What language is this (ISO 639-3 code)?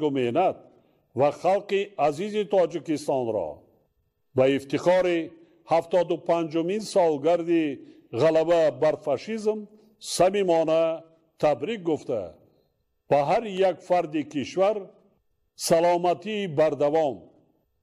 tgk